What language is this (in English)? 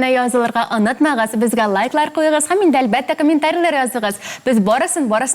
Tatar